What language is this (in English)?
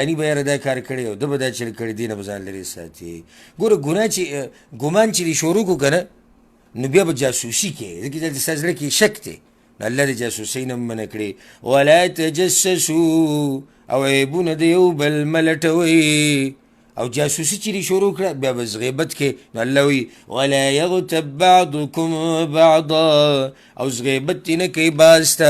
Pashto